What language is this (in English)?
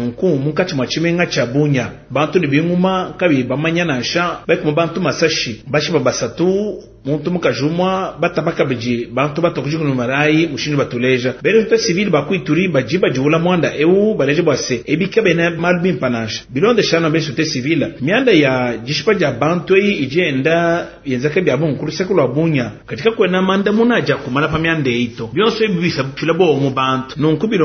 Luba-Lulua